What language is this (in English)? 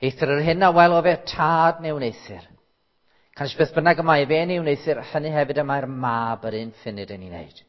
Welsh